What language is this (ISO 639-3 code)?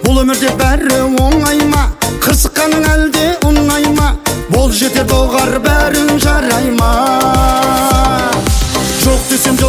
kaz